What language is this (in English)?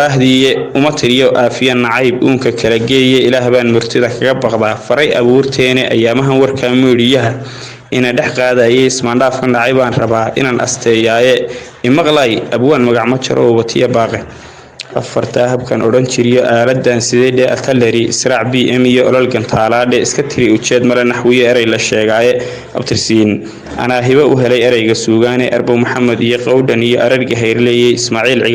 Somali